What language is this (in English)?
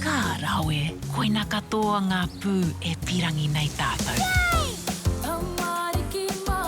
Māori